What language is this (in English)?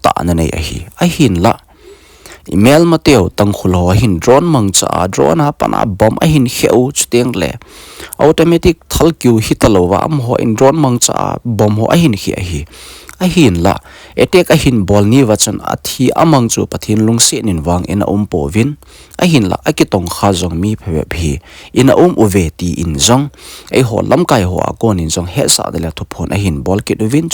Thado Chin